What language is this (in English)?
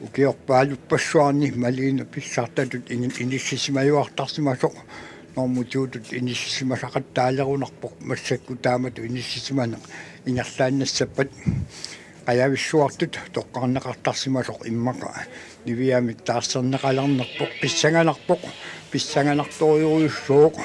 Kalaallisut